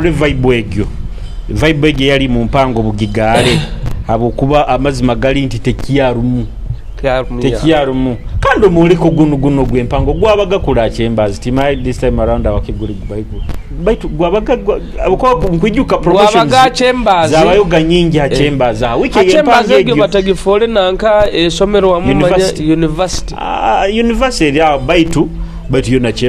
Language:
Nyoro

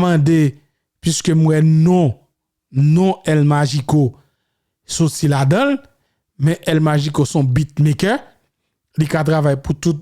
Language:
Haitian Creole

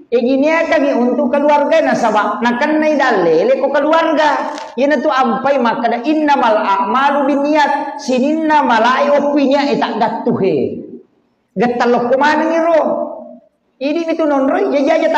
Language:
Buginese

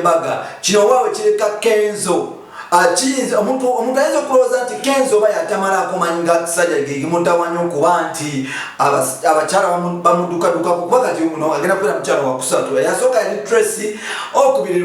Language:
Ganda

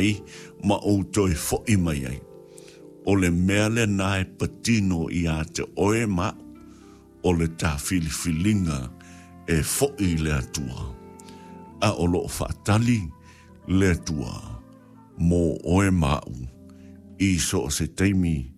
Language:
Samoan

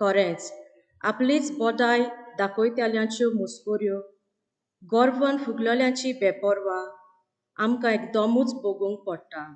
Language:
Konkani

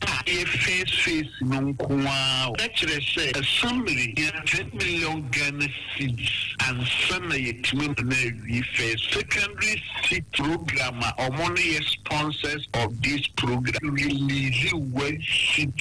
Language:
Akan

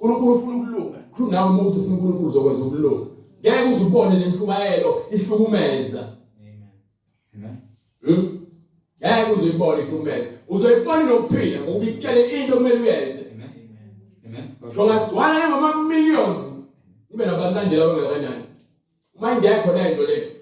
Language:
Zulu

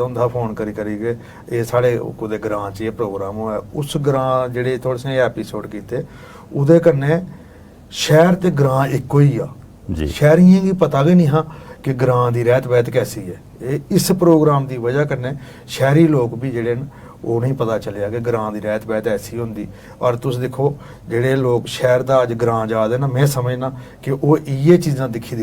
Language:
Dogri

